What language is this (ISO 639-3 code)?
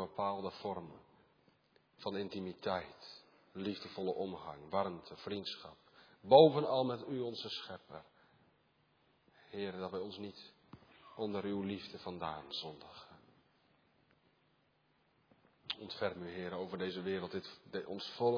nld